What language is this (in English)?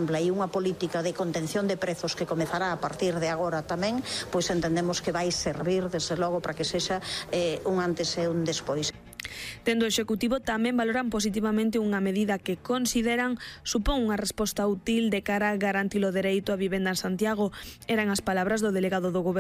Galician